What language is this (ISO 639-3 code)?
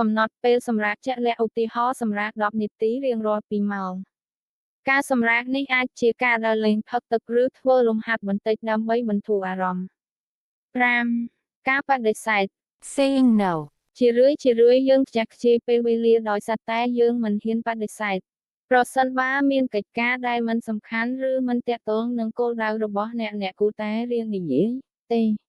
khm